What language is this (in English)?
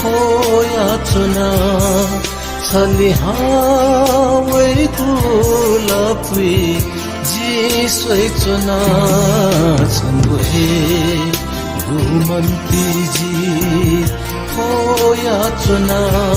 Newari